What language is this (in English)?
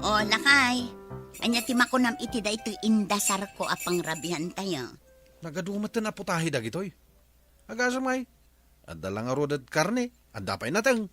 Iloko